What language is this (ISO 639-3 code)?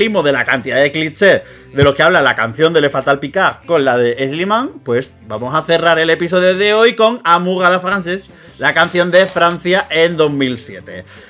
spa